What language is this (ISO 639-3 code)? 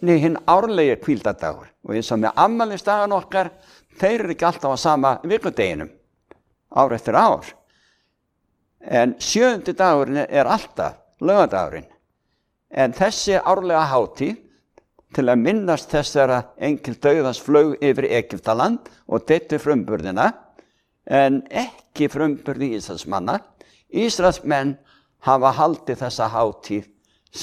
isl